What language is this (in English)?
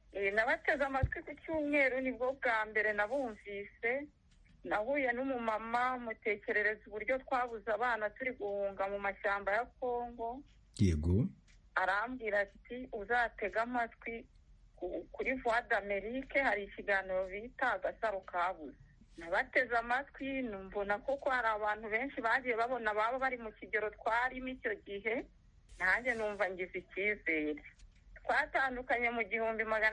Kinyarwanda